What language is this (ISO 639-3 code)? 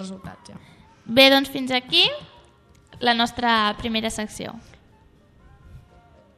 cat